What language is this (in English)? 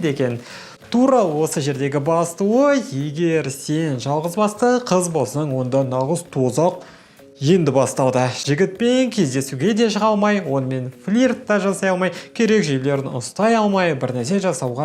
Kazakh